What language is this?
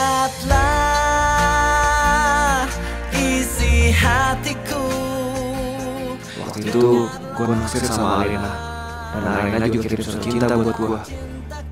Indonesian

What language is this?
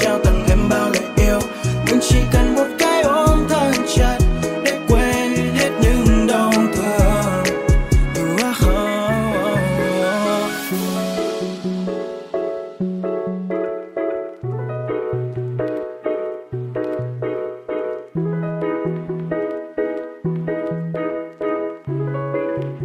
Vietnamese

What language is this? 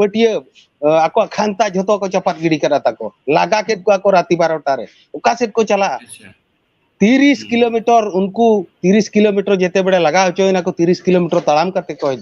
Santali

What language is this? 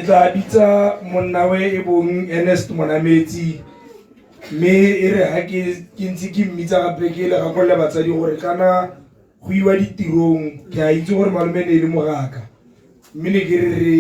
Tswana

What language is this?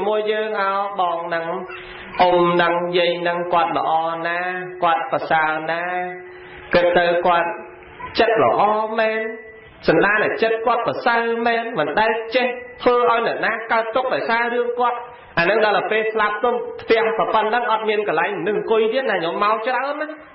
Khmer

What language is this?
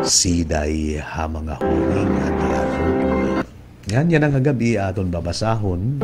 Waray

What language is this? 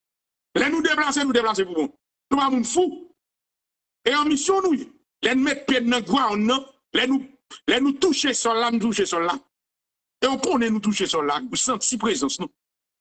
French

